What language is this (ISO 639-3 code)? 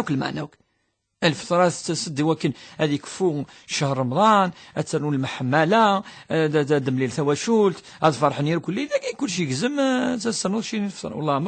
kab